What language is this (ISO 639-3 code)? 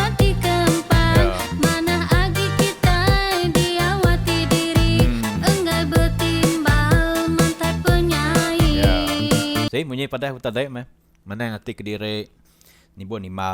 iba